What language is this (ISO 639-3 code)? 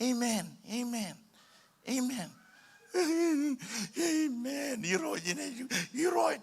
mah